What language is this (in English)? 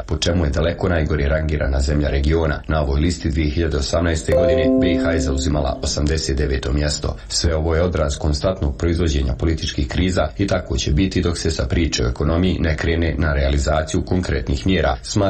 Bosnian